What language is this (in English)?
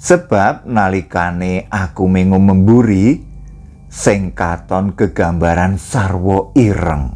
Javanese